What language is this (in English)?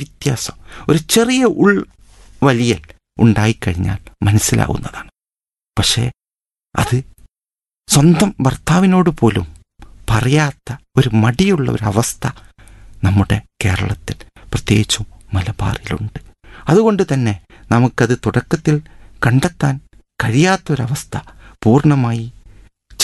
Malayalam